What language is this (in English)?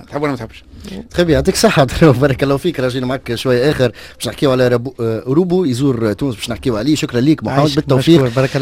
Tunisian Arabic